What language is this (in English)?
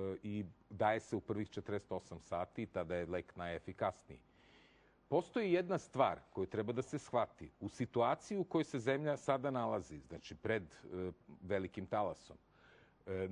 Serbian